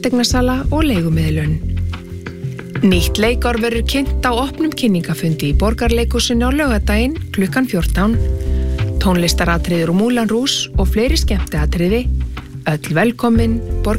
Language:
Icelandic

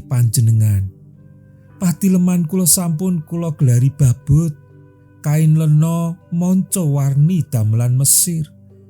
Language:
Javanese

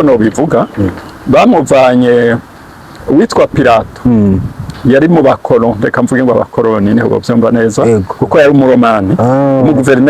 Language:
Rundi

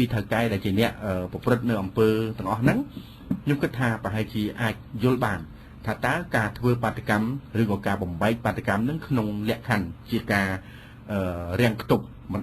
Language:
Khmer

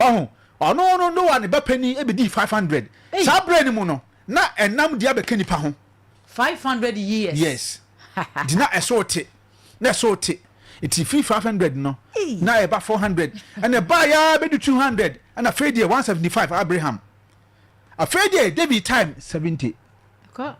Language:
Akan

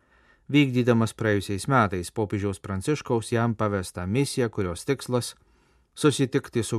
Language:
Lithuanian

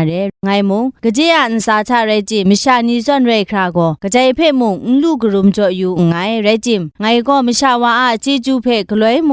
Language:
Kachin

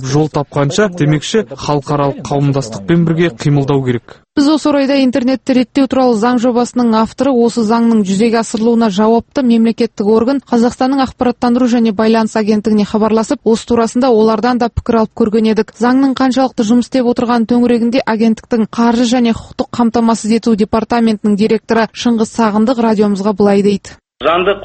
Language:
Kazakh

